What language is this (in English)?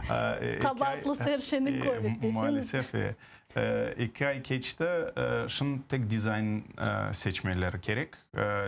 Crimean Tatar